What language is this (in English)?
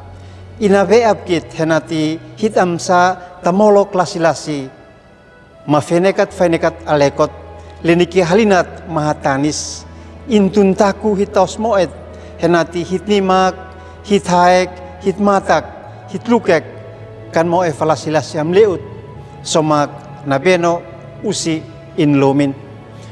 Uab Meto